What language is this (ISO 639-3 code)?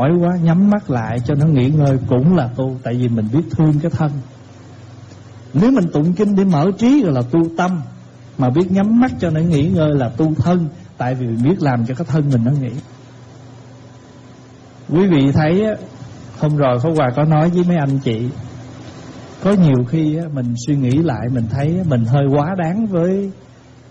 vie